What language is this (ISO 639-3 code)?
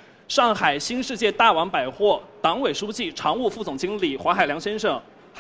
zho